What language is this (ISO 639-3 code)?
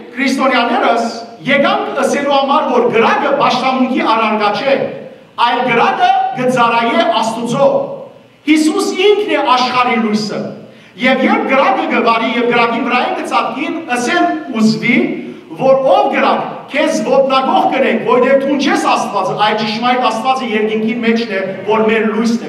hyw